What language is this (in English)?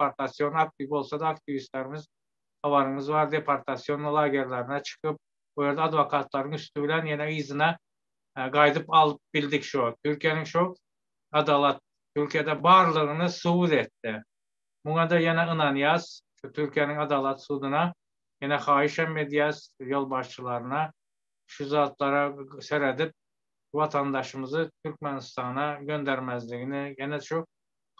Turkmen